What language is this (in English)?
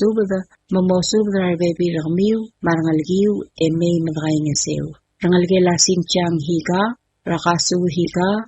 Palauan